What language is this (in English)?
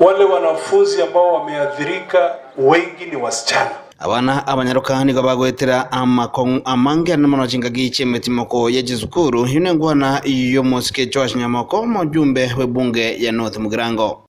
Gusii